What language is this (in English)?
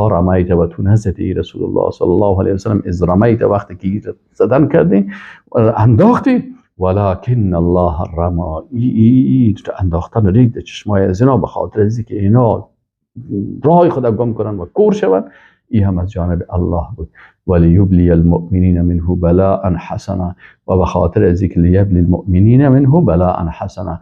Persian